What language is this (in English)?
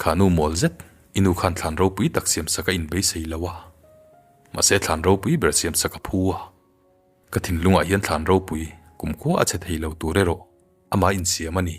Mizo